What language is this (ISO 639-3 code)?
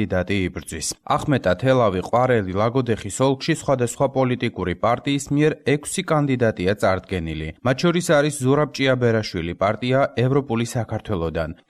kat